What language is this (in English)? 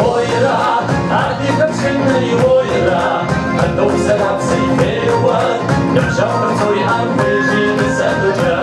Kabardian